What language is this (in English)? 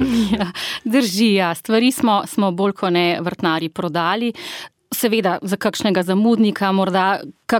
Slovenian